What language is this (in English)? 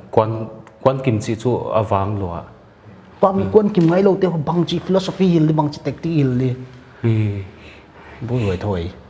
Paite Chin